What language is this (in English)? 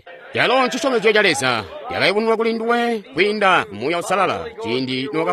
Tonga (Zambia)